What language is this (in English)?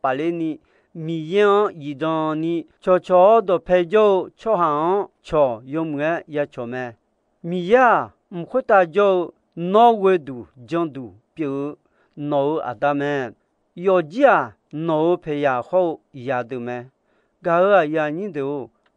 Akha